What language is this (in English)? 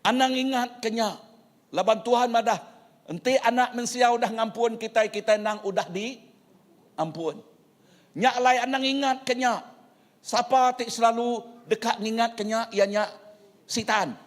Iban